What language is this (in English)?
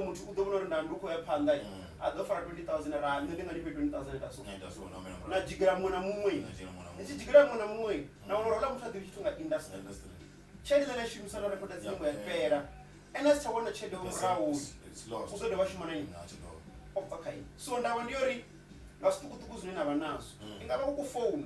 Venda